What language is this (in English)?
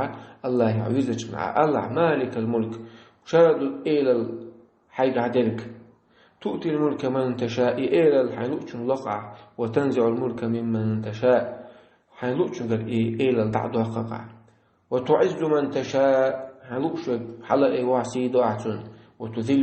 Chechen